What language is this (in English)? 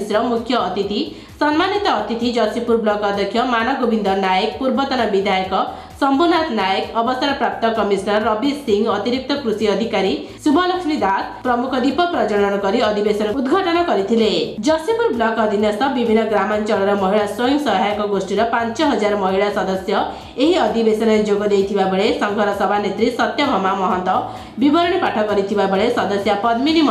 Odia